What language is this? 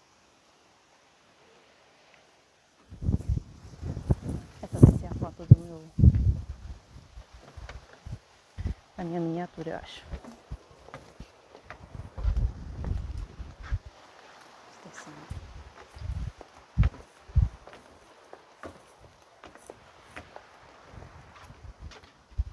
Portuguese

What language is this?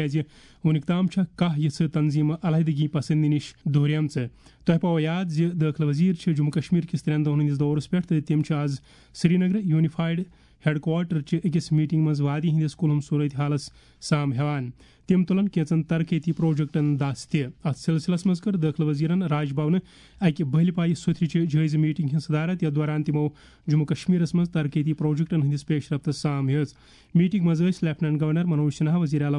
Kashmiri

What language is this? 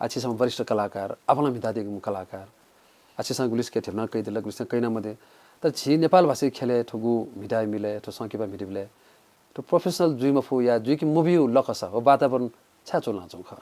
Newari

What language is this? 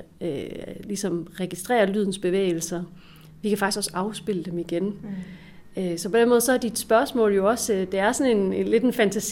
Danish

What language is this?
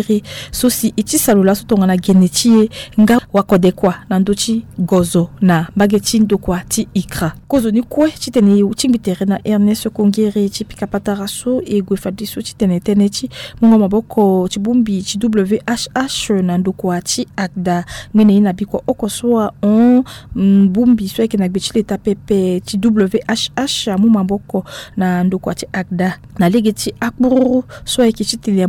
Sango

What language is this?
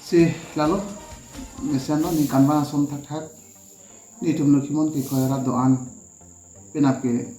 Karbi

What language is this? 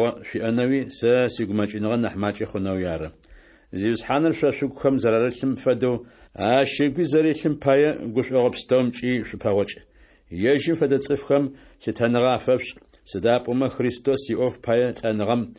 Adyghe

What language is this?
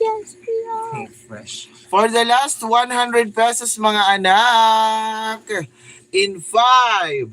Waray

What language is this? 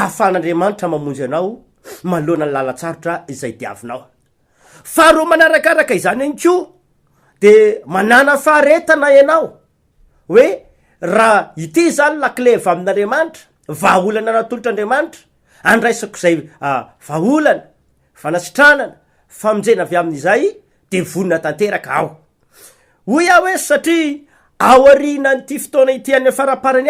Malagasy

